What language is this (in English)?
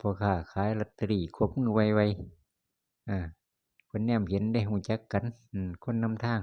Northeastern Thai